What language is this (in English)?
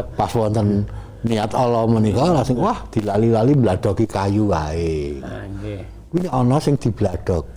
Javanese